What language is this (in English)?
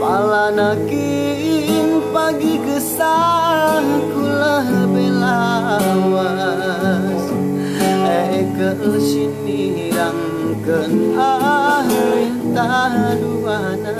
Batak Karo